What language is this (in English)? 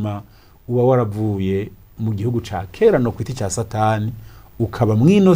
Rundi